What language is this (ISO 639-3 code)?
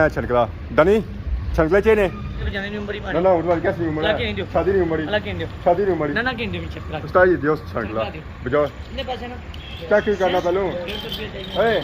phr